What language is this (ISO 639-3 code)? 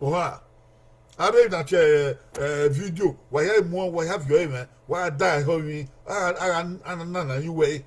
bin